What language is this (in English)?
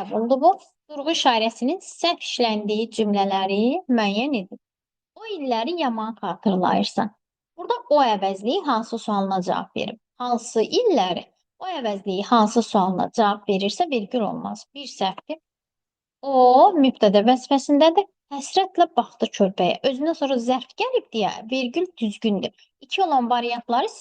Azerbaijani